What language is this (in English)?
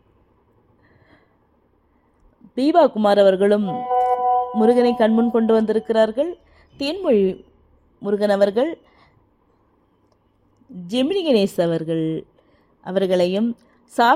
Tamil